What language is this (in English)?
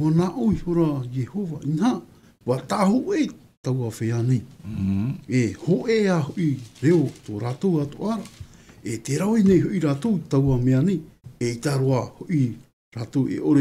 Tahitian